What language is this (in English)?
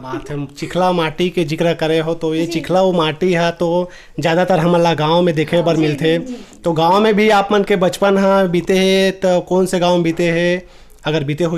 Chhattisgarhi